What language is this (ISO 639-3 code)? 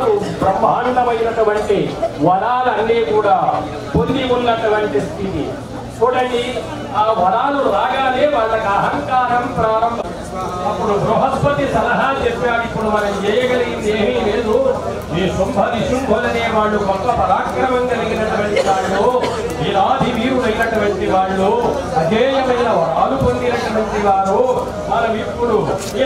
tel